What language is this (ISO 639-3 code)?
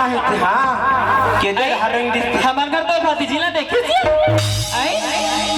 hne